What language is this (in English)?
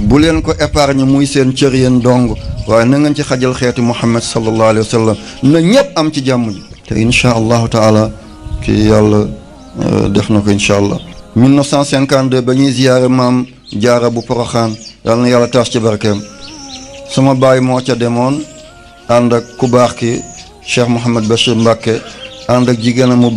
Wolof